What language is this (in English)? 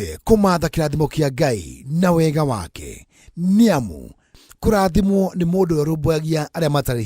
Kikuyu